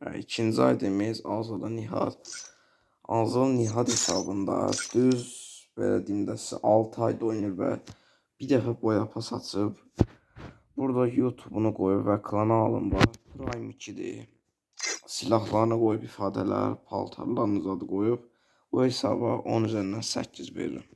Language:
Azerbaijani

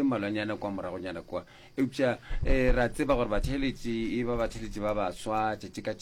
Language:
Northern Sotho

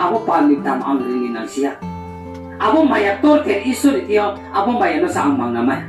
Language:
Riang (India)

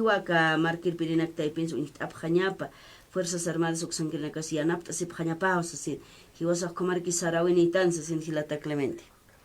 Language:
Aymara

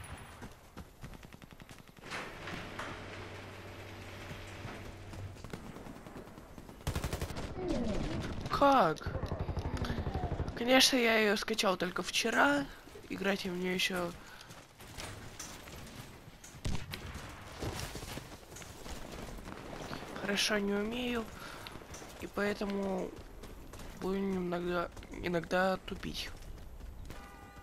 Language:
Russian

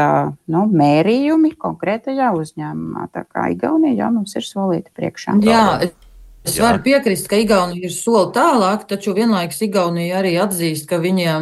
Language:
Latvian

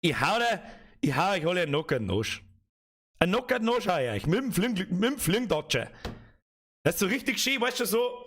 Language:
Bavarian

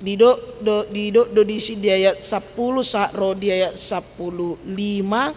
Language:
Batak Toba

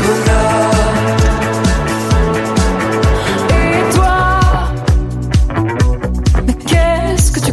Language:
French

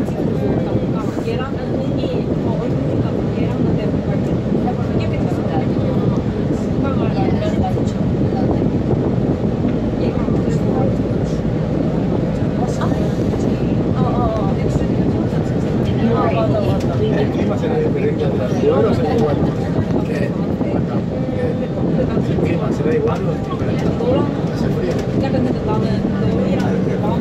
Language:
Korean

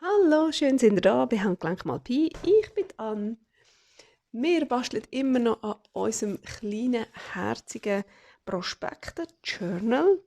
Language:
Swiss German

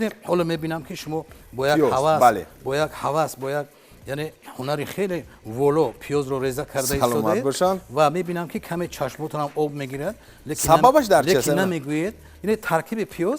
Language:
Tajik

